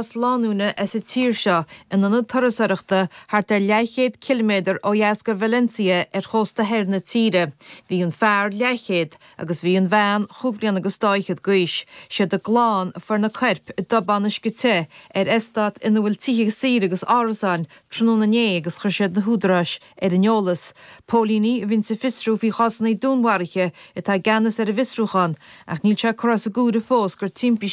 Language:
Irish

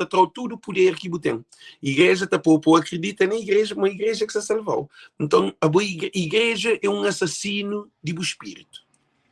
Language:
Kabuverdianu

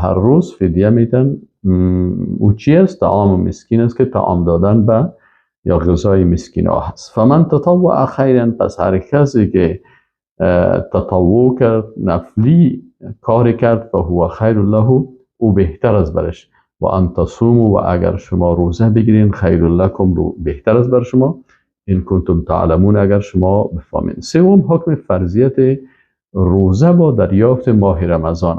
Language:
Persian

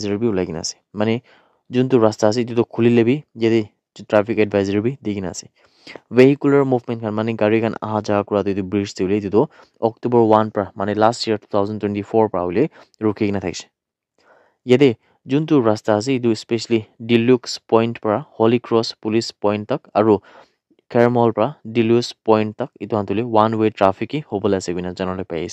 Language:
Naga Pidgin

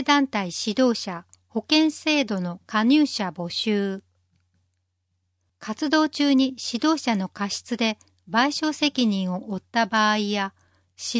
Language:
Japanese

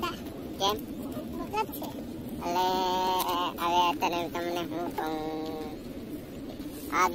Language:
Gujarati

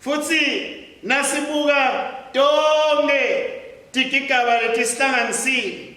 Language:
Swati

